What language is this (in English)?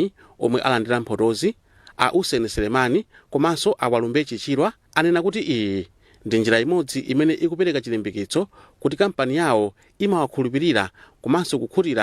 Nyanja